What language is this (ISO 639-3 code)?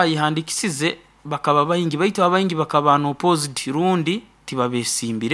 nyn